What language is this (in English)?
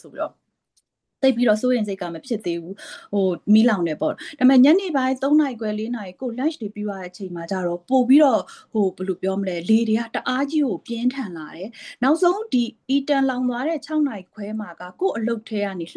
Burmese